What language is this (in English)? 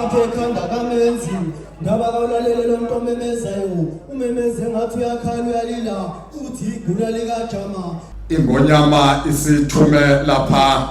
Zulu